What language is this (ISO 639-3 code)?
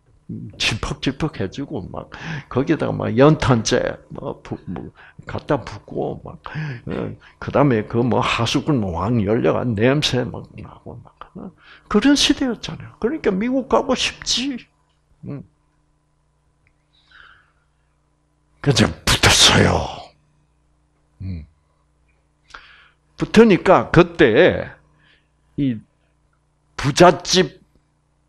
kor